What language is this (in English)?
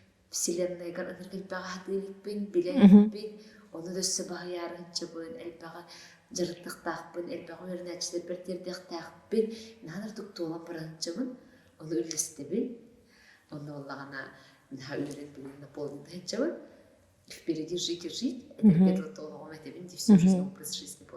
Yakut